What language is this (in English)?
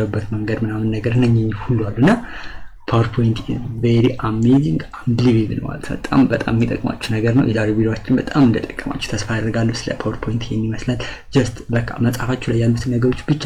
Amharic